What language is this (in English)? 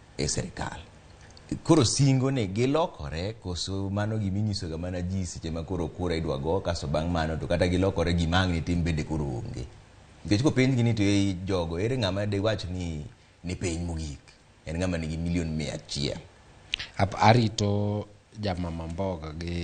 Luo (Kenya and Tanzania)